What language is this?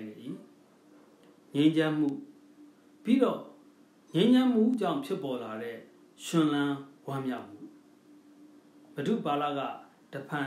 Burmese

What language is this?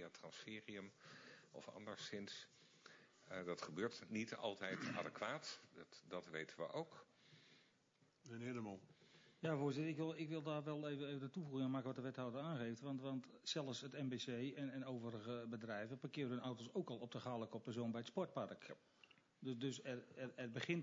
Dutch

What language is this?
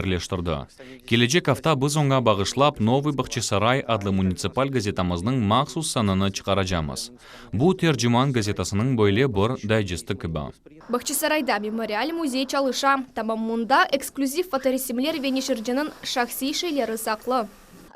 Crimean Tatar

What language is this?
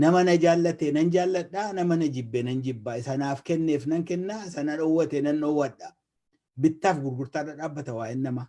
Oromo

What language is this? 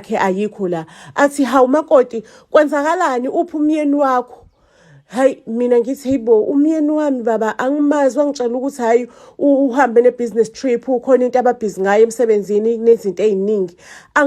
Zulu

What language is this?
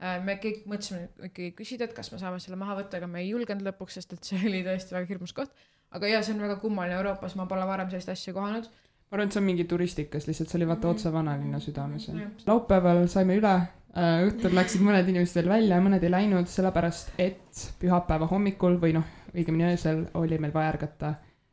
Estonian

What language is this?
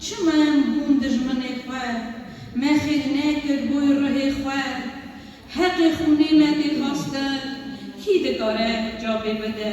Kurdish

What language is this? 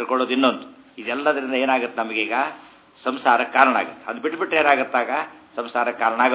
Kannada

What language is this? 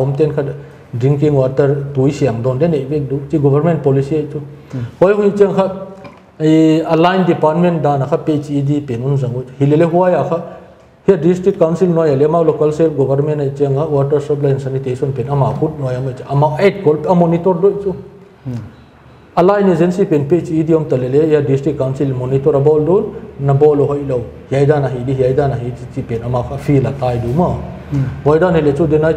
Paite Chin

